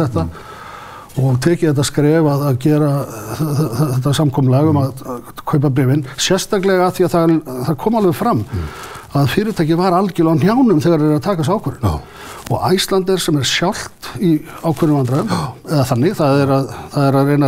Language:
Icelandic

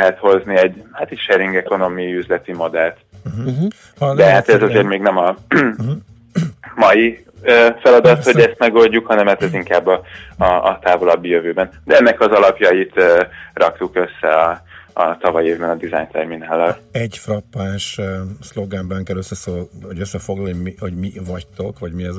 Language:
Hungarian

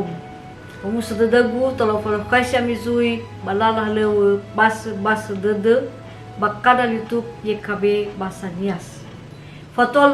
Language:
Nias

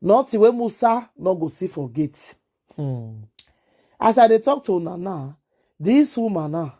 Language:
Nigerian Pidgin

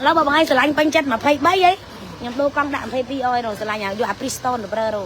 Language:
Khmer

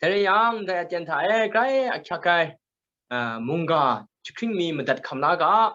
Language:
Kachin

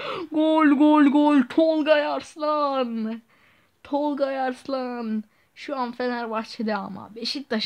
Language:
Turkish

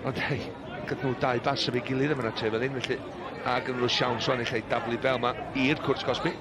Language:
Welsh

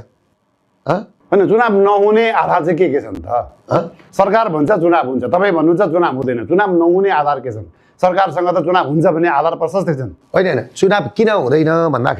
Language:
Nepali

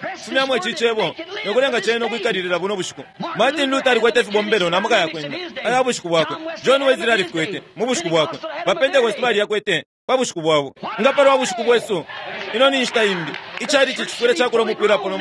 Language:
Bemba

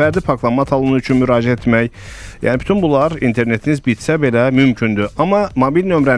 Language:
Azerbaijani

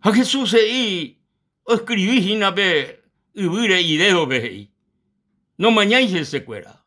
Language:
Guarani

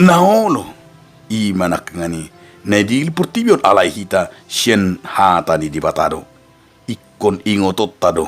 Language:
Batak Toba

